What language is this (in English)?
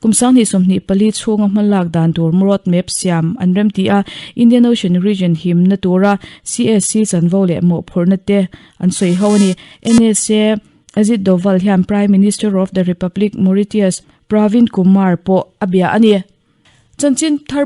Mizo